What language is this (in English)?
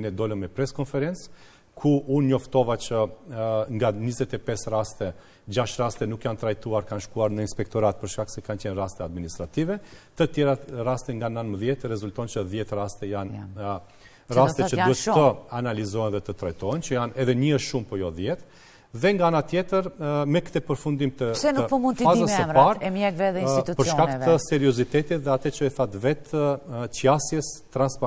Albanian